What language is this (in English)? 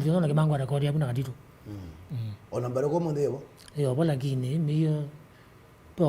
Kamba